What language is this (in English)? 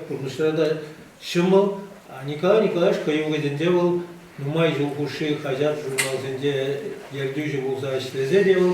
Chuvash